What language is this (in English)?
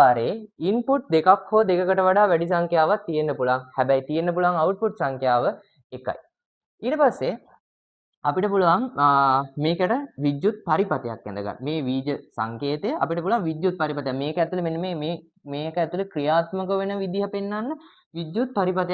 Sinhala